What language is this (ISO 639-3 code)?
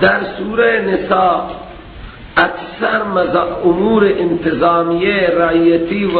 fas